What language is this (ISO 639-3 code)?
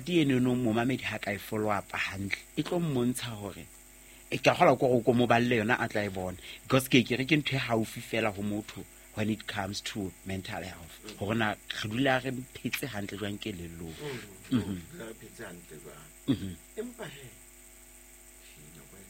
sot